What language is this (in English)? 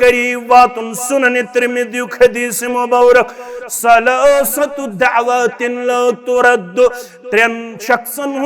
Kashmiri